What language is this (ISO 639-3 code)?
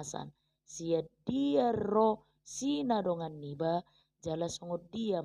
bbc